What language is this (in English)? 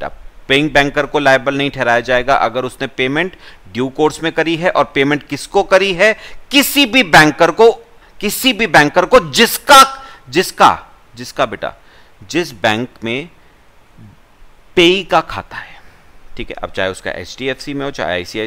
Hindi